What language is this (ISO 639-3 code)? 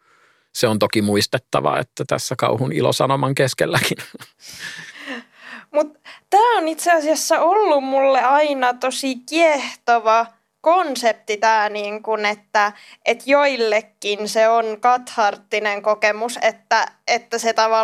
fin